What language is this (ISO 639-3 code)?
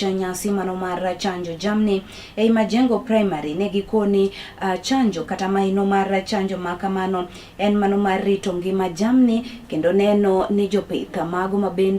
luo